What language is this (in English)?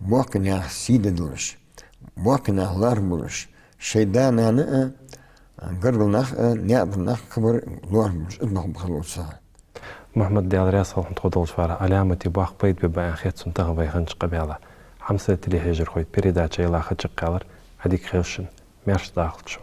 Ingush